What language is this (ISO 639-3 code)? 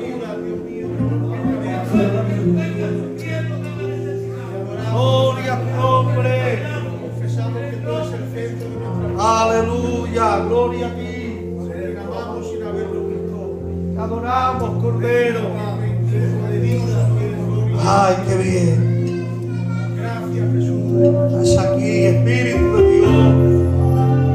spa